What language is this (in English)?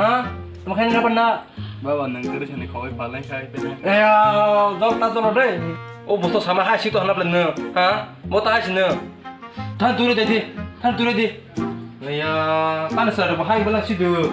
Kok Borok